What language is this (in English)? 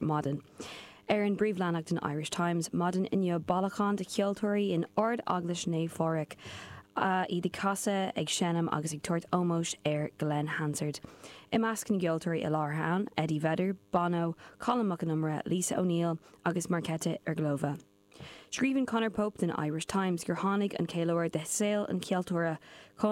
Irish